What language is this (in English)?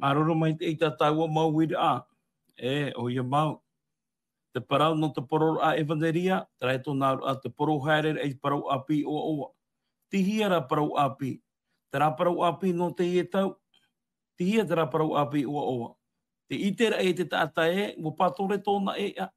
Tahitian